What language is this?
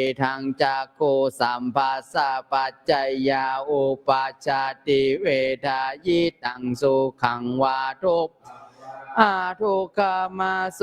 Pali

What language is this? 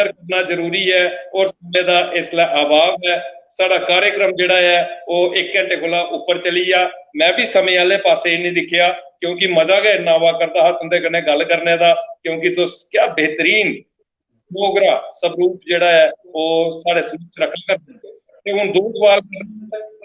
Dogri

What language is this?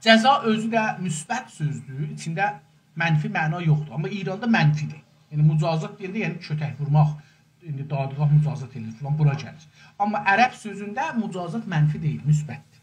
South Azerbaijani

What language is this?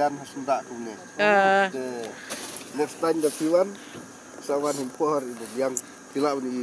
Khasi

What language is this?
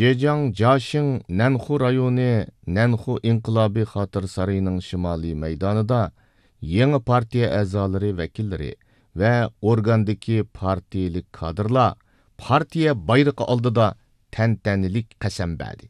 Uyghur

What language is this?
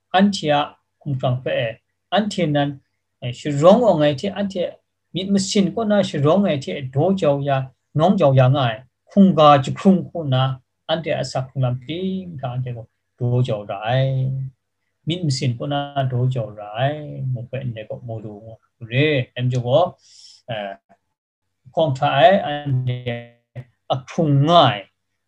Kachin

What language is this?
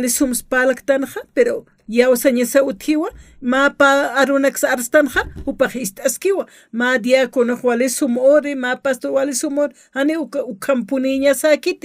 Aymara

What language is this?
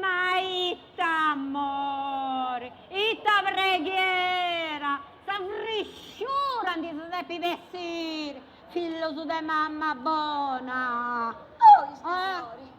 Sardinian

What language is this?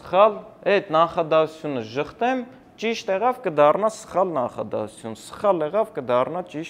Armenian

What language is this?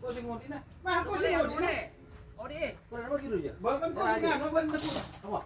Madurese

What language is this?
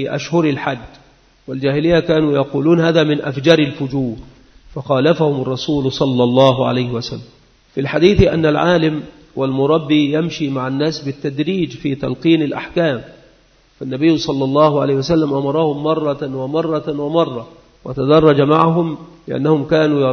Arabic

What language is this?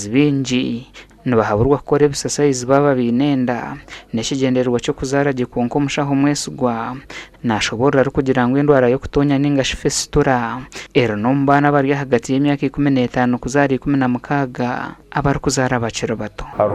Nyankole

